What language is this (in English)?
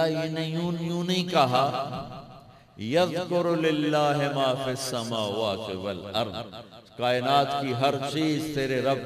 Urdu